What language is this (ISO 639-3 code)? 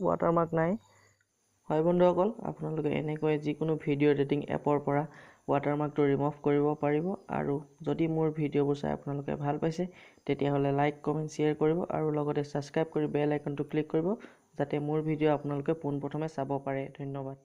asm